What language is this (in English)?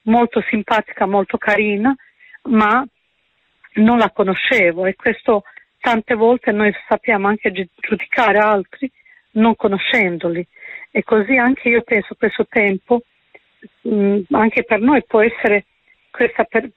Italian